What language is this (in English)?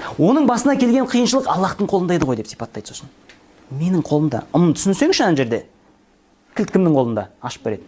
Kazakh